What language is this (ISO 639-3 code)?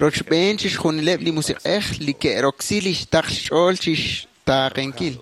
kek